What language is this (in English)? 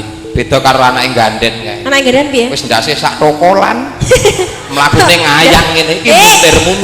Javanese